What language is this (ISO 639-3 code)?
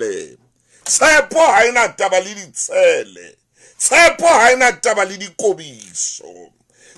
sot